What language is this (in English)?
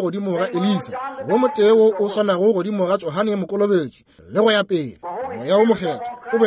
Northern Sotho